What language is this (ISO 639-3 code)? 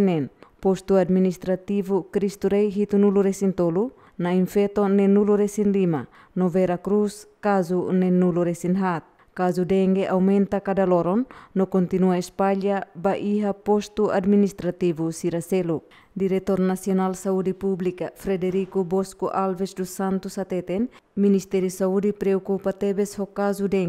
tet